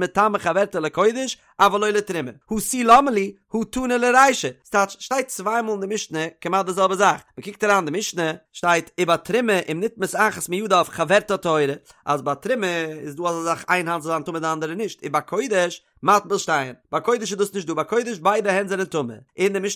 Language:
Yiddish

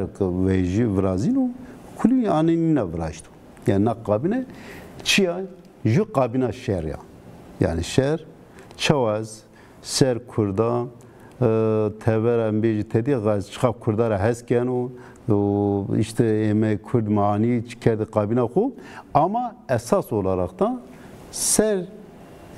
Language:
Zaza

